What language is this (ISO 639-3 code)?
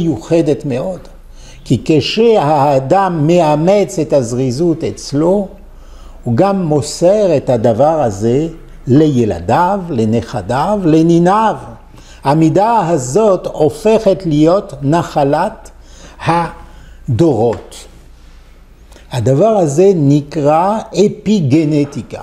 heb